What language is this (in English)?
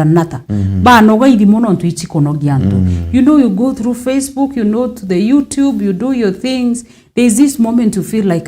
Meru